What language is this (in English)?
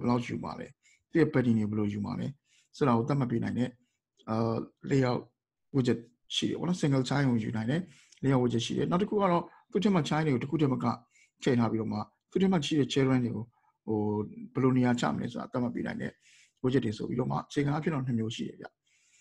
Burmese